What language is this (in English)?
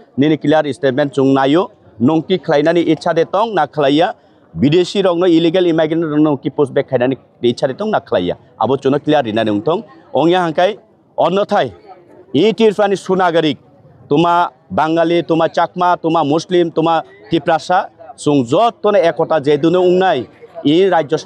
Kok Borok